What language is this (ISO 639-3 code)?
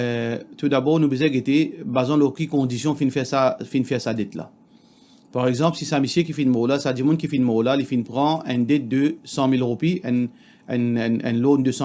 mfe